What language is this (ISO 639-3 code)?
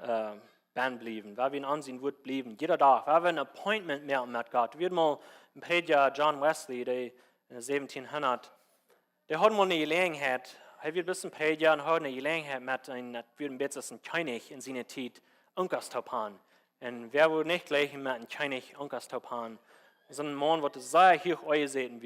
pdt